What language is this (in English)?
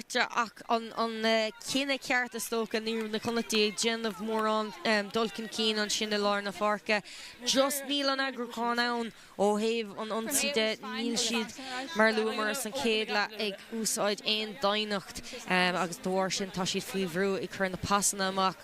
Irish